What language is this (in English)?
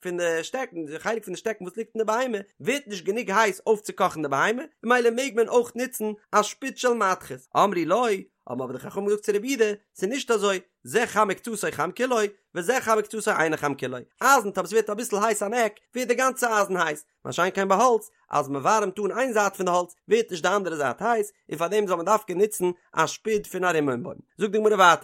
Yiddish